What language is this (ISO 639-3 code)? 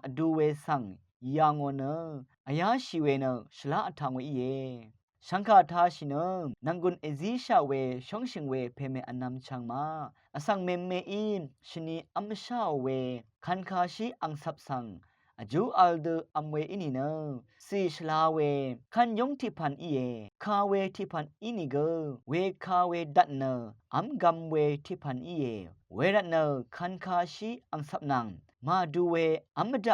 raw